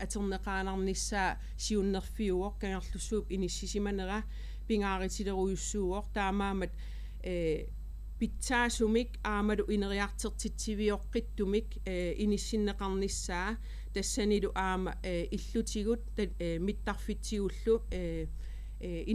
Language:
Kalaallisut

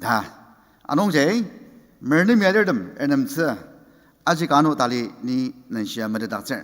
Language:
Ao Naga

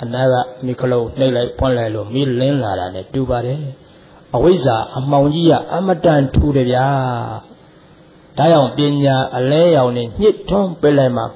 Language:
Burmese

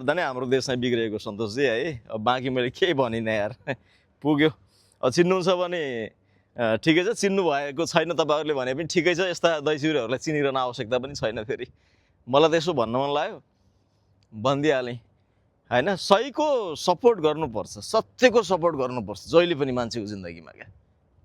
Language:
Nepali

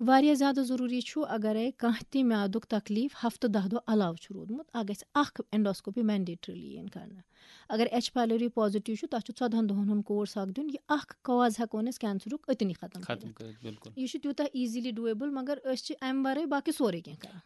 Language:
Kashmiri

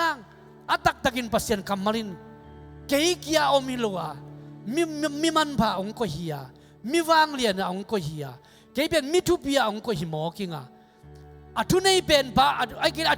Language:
Tedim Chin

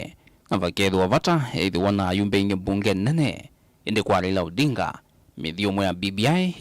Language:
Kamba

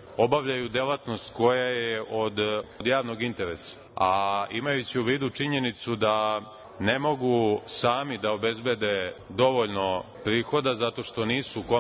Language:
Serbian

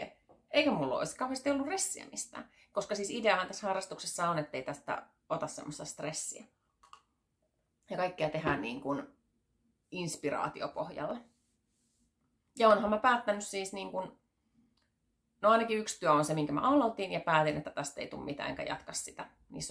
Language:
Finnish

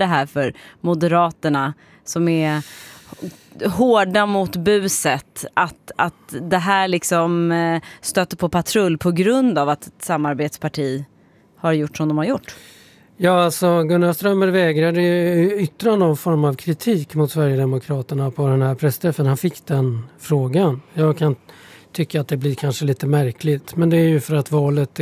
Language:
Swedish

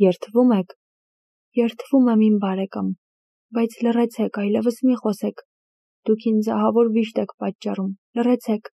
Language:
Armenian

